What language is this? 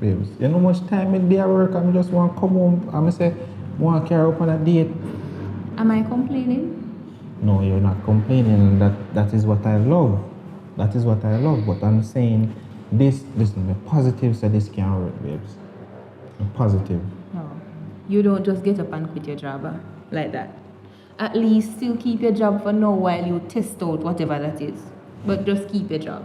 Jamaican Creole English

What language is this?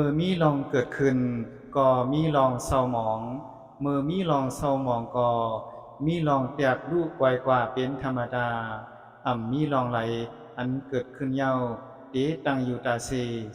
Shan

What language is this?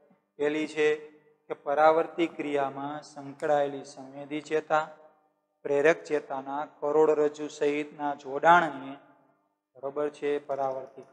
Gujarati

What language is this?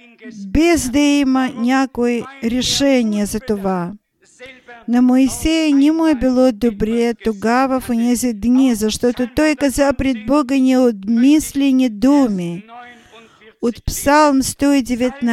Bulgarian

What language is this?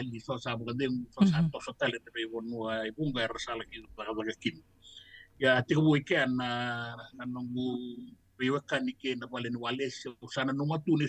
Fijian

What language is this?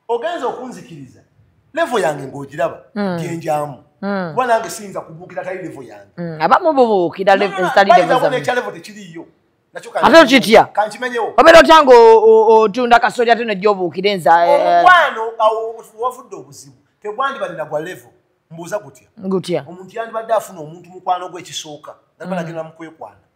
Ganda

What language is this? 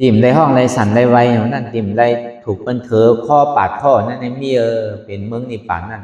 Shan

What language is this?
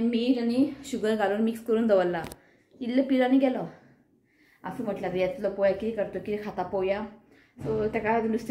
Konkani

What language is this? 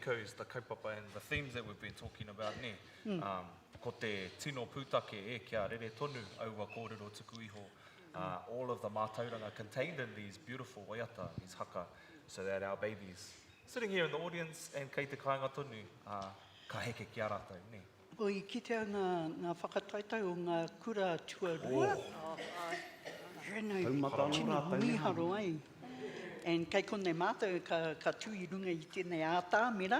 Māori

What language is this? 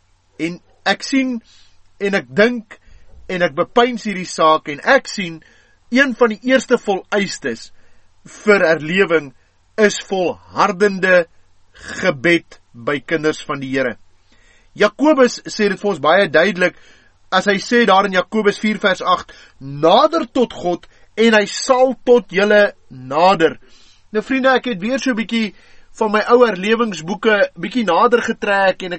Afrikaans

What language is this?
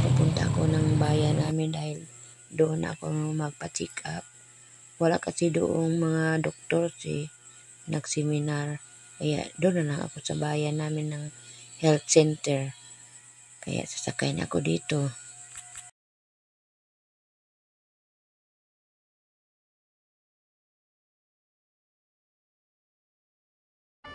Filipino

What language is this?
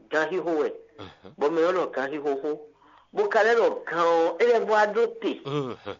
Fon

